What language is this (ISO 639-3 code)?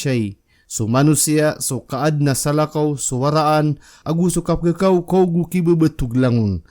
mrw